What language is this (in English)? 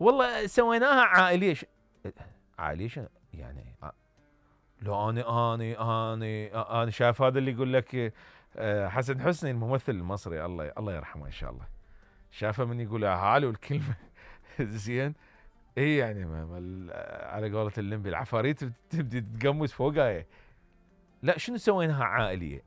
Mesopotamian Arabic